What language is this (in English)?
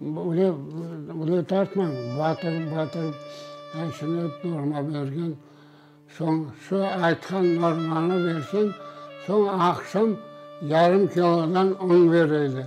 Crimean Tatar